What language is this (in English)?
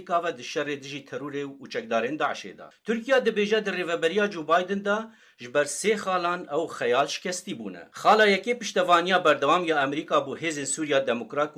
Kurdish